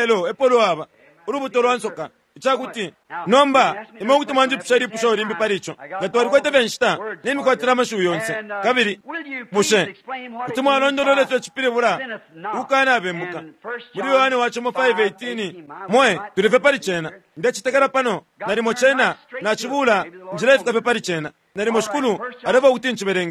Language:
Bemba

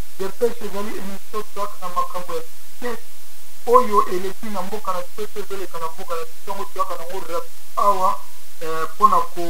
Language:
Lingala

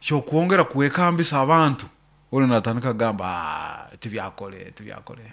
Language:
Nyoro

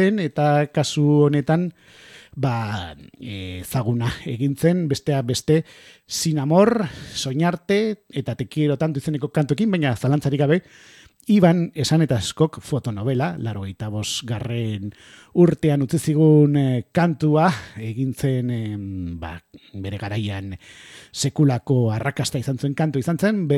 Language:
Basque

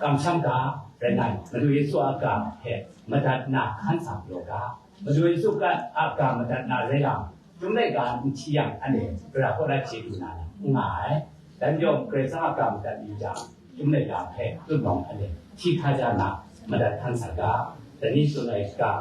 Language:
Kachin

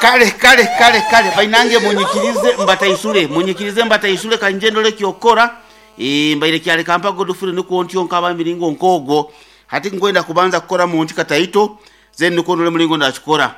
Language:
Nyoro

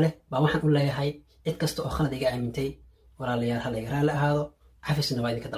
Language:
Somali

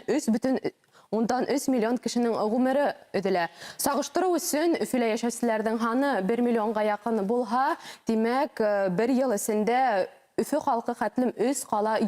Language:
Bashkir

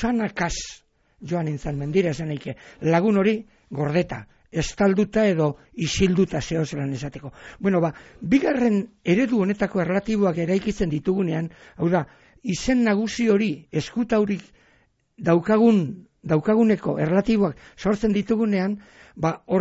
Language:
Basque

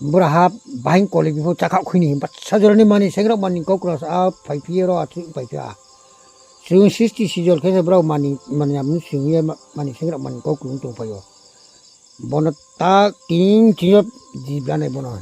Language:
Riang (India)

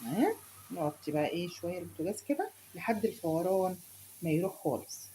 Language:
Egyptian Arabic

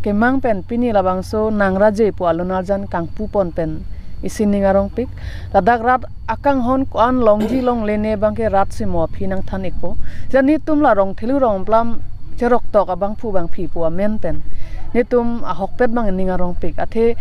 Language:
Karbi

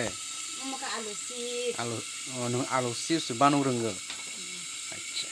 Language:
Kok Borok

